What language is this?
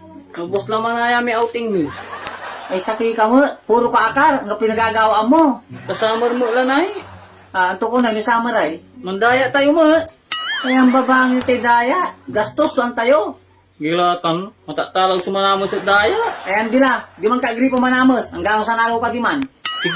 Pangasinan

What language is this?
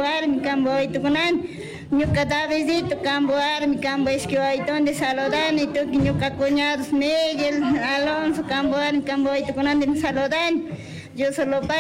Chimborazo Highland Quichua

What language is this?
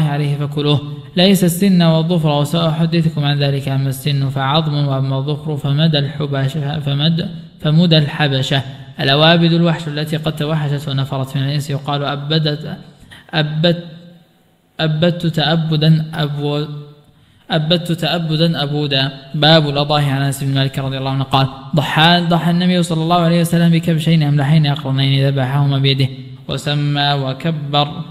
Arabic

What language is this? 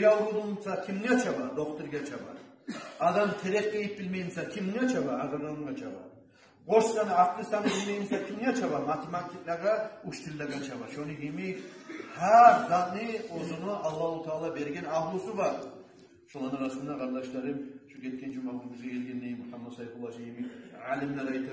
Kumyk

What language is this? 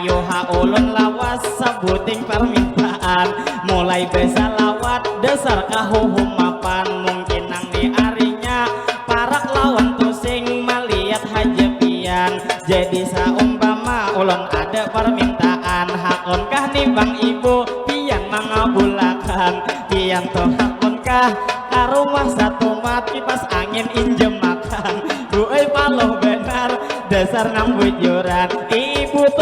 Banjar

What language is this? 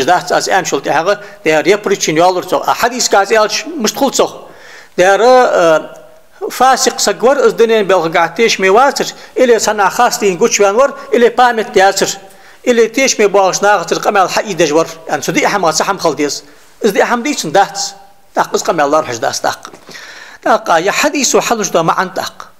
Ingush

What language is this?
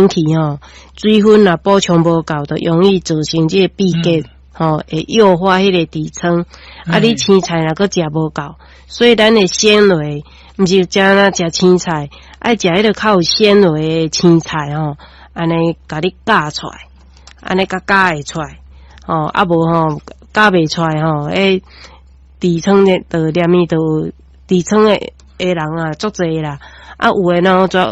Min Nan Chinese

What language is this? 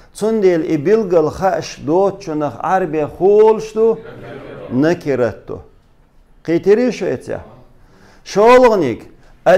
Chechen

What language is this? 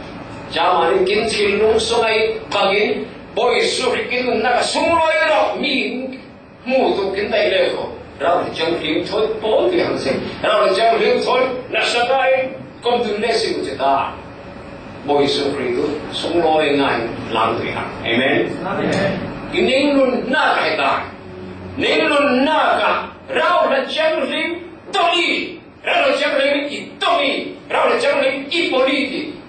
Falam Chin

